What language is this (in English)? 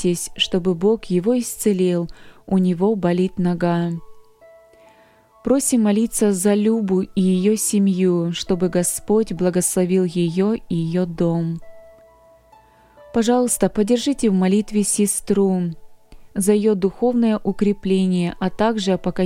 Russian